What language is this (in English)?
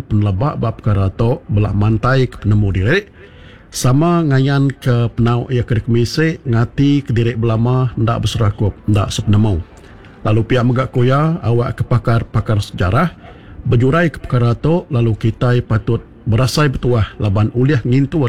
Iban